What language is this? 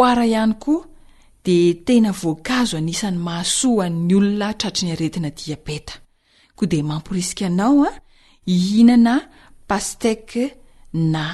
Malagasy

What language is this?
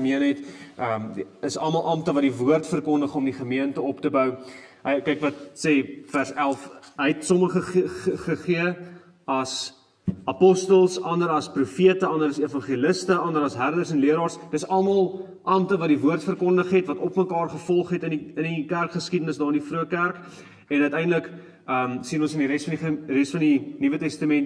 Afrikaans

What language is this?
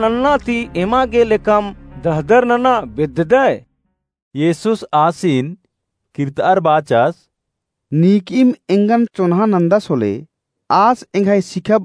Kurukh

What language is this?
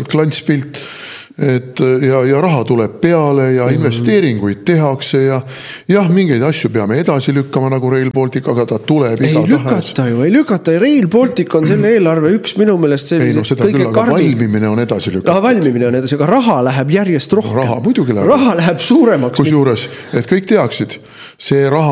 Estonian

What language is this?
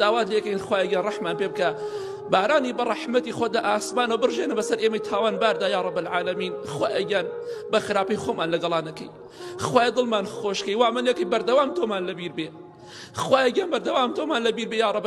Central Kurdish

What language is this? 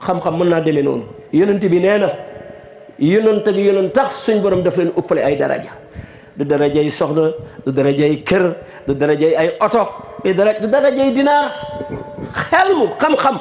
Wolof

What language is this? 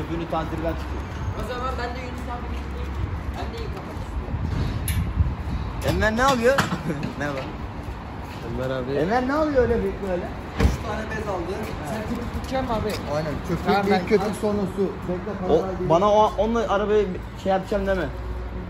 Turkish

